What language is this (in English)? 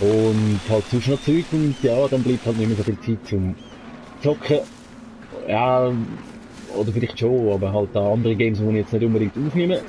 Swiss German